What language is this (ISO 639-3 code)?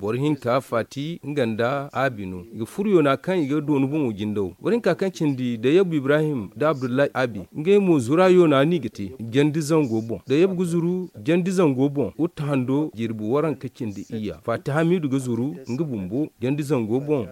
dje